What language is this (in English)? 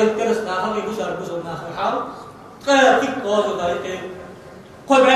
Ingush